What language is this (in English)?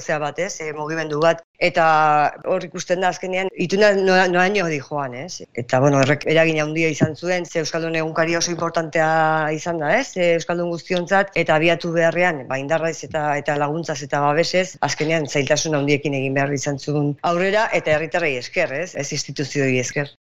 Basque